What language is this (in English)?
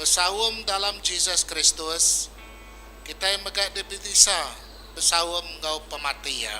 Iban